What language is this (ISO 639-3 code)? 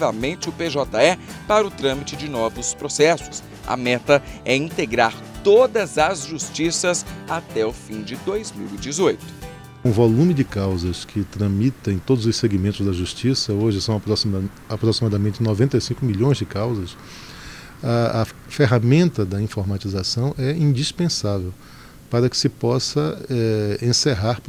por